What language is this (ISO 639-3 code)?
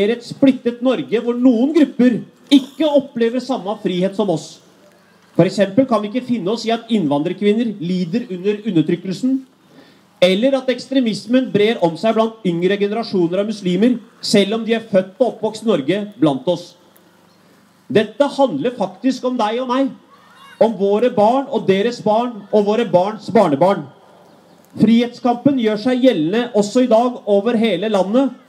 nor